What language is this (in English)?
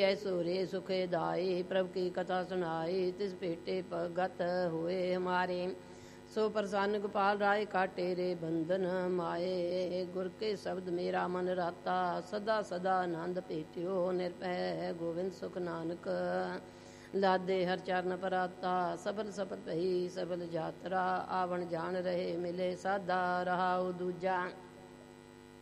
Punjabi